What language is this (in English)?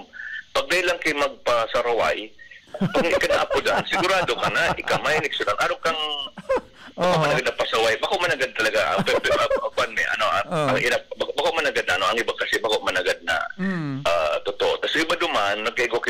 Bikol